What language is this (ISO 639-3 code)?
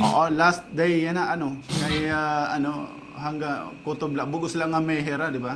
war